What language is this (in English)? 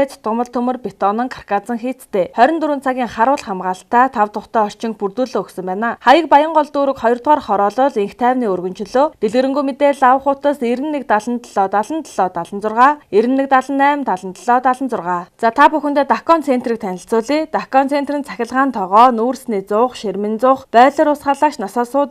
Mongolian